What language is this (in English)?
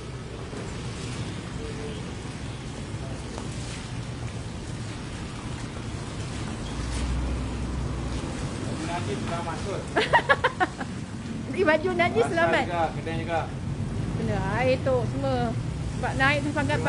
Malay